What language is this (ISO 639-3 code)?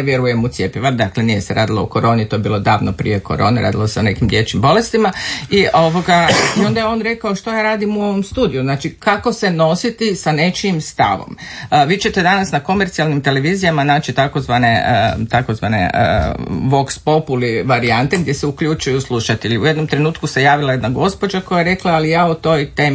hrv